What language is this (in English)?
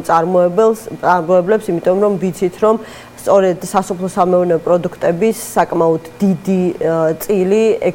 Georgian